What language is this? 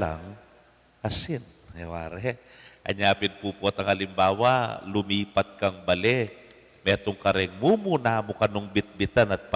Pampanga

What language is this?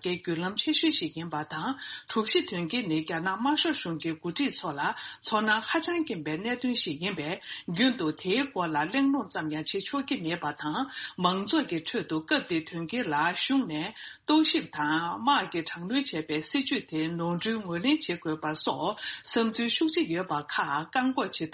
Tibetan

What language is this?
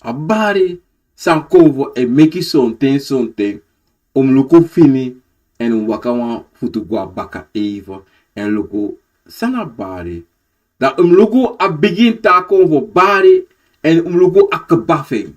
Sranan Tongo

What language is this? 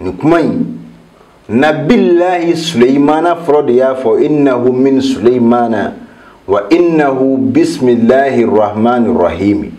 Bambara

